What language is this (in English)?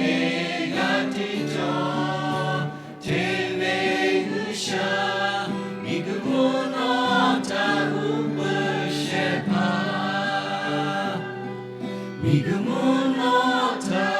Lahu